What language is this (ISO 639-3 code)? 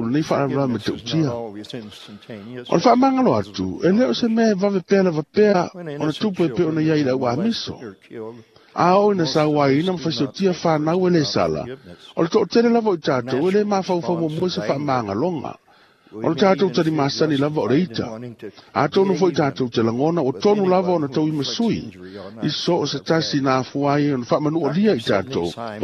smo